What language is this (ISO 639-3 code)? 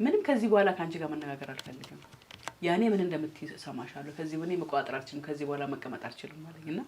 amh